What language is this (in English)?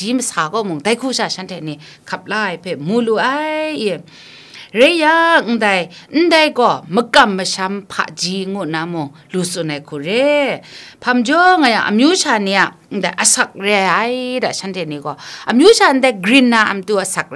Kachin